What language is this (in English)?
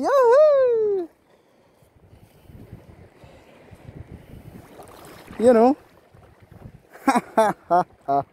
Filipino